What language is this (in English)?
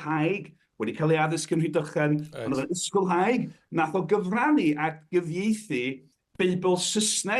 Welsh